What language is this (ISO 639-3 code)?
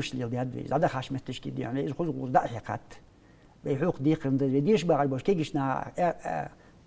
inh